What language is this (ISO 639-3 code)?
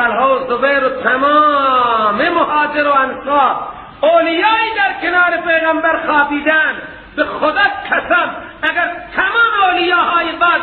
fas